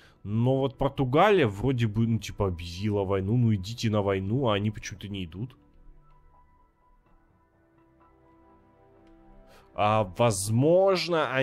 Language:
Russian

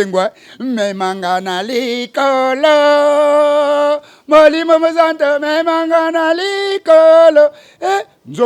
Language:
Lingala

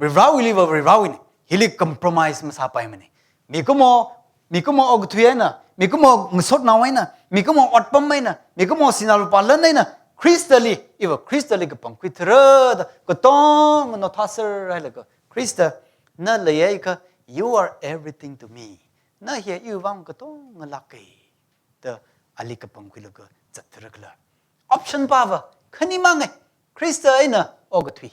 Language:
Tangkhul Naga (India)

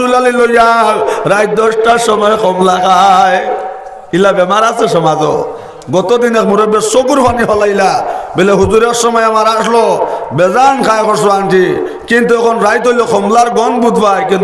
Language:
Sylheti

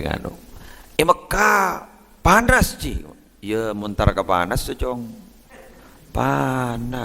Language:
Madurese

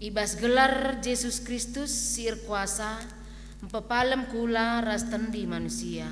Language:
Batak Karo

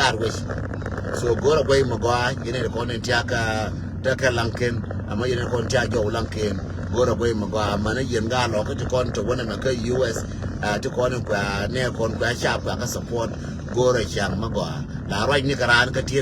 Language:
Nuer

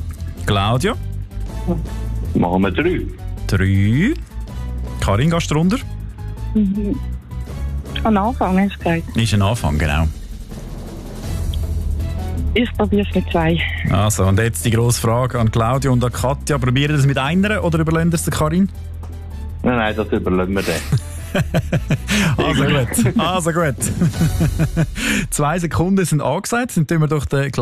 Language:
German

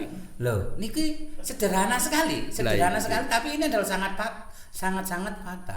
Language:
Javanese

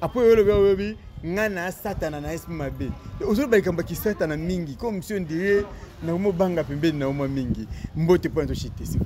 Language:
Lingala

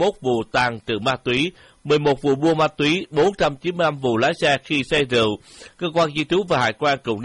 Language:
Vietnamese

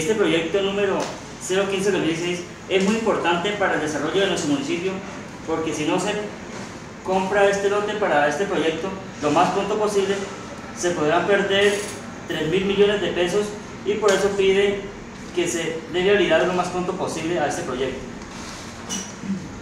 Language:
Spanish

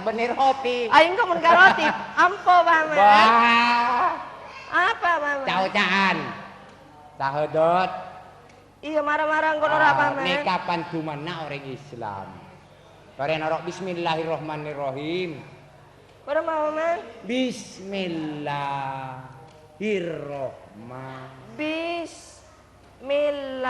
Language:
Madurese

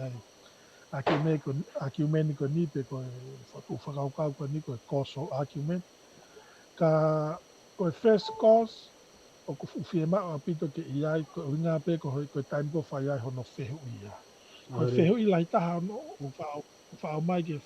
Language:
Tongan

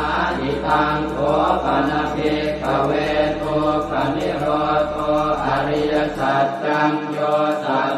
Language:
Pali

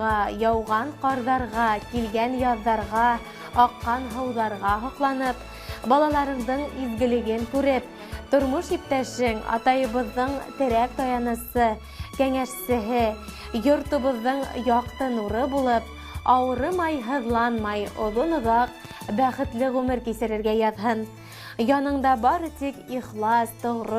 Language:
Bashkir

